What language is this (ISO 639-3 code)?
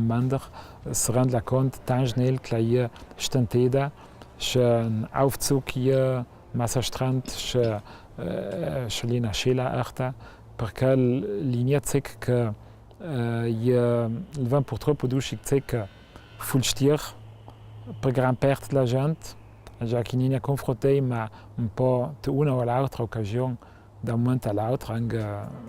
lld